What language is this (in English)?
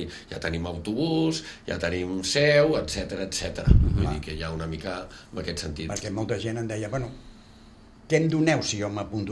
Catalan